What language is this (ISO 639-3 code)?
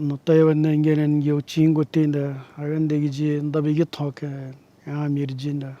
atj